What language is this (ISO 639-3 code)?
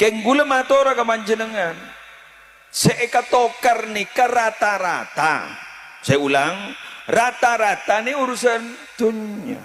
mad